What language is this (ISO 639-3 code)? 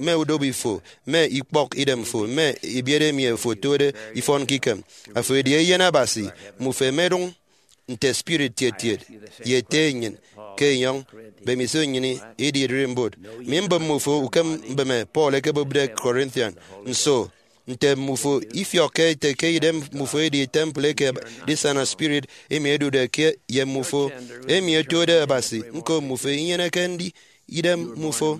efi